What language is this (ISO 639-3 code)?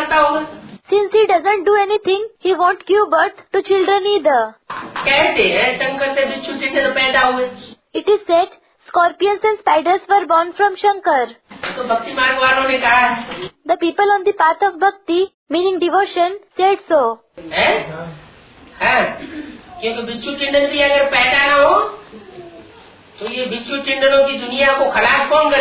hin